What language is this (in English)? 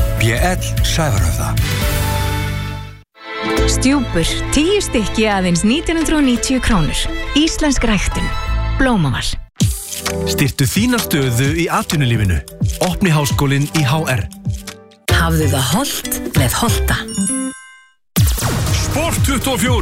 Icelandic